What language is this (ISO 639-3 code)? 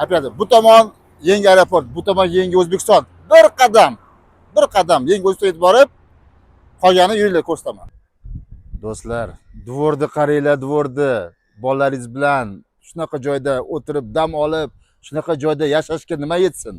uzb